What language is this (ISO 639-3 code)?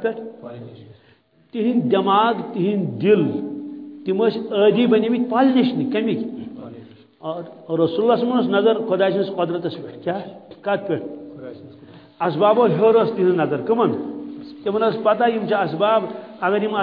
kas